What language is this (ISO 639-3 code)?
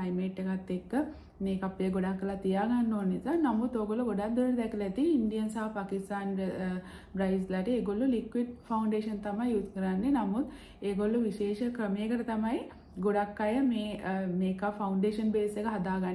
sin